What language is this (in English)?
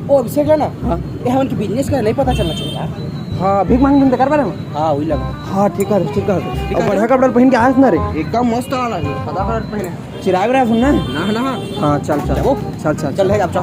Chhattisgarhi